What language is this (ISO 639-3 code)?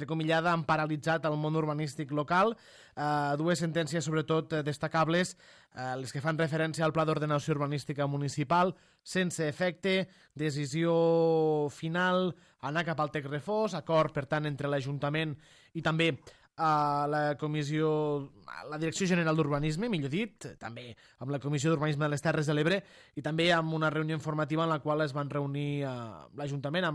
cat